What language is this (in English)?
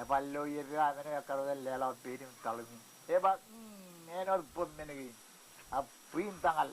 Marshallese